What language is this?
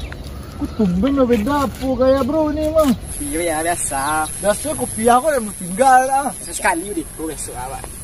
Minangkabau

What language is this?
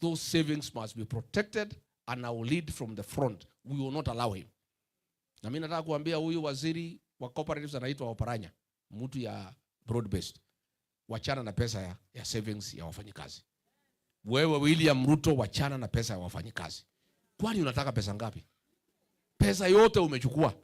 Meru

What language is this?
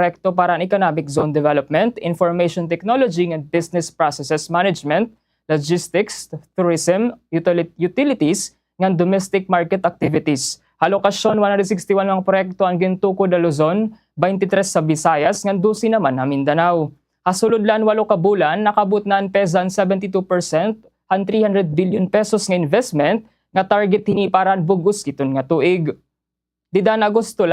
Waray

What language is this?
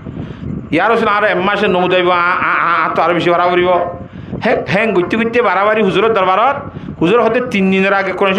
Rohingya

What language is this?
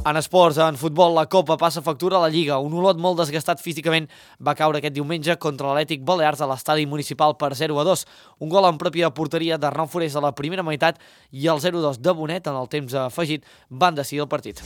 Catalan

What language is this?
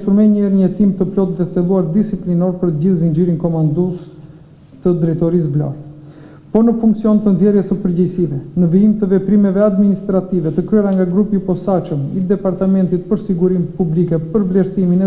Albanian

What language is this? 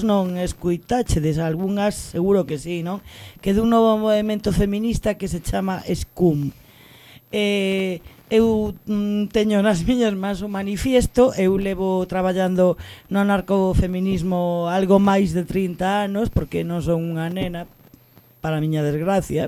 Galician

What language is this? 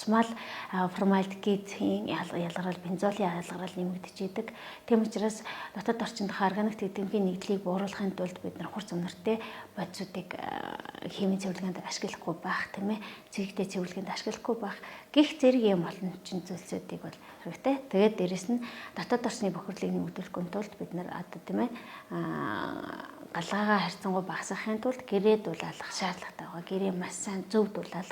Mongolian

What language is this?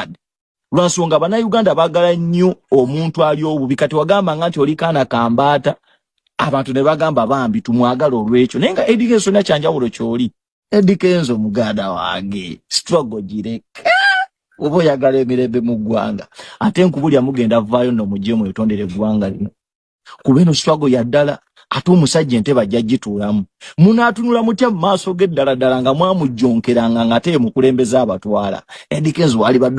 Ganda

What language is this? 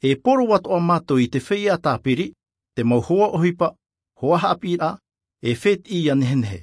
Tahitian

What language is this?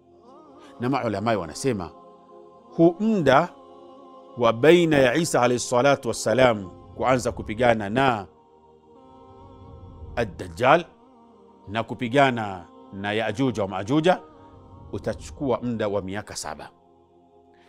Swahili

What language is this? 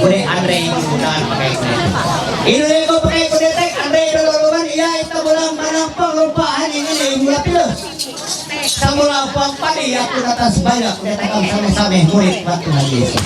Ma'anyan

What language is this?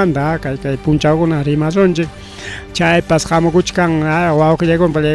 Ayacucho Quechua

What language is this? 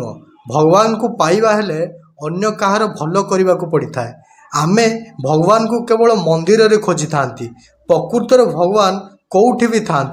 Odia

